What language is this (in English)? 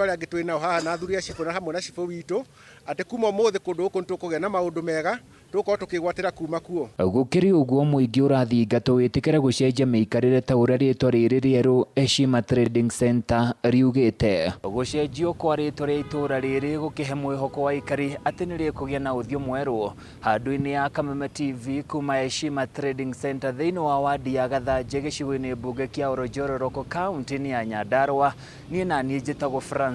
Kikuyu